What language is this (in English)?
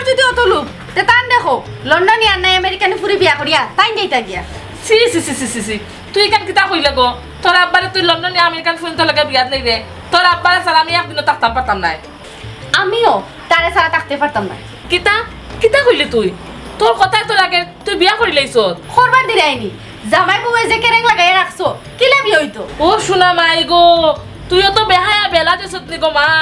Sylheti